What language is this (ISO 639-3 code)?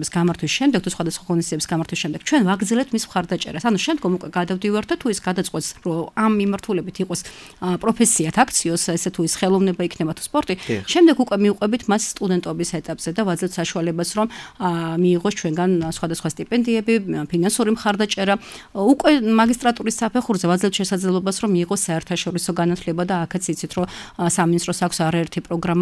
kat